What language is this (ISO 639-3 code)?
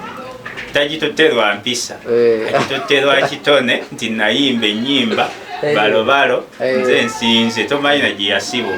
lug